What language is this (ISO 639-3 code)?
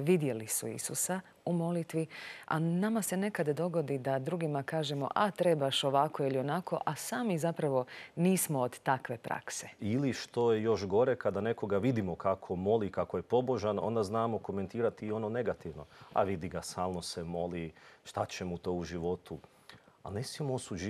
hrv